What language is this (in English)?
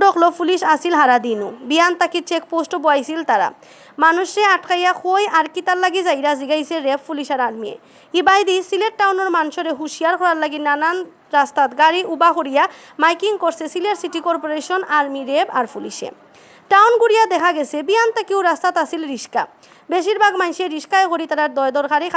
Sylheti